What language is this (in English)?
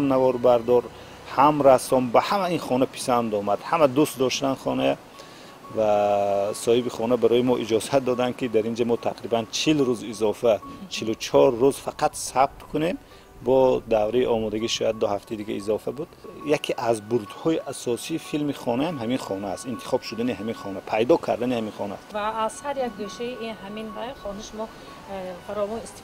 Tajik